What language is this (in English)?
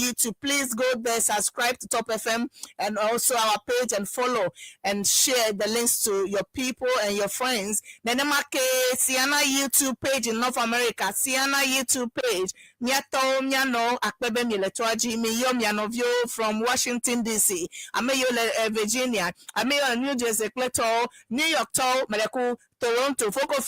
Ewe